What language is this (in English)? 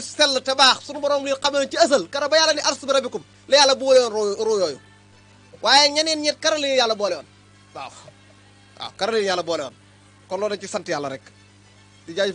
Wolof